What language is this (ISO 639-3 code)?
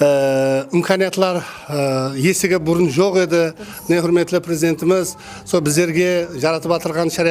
kaa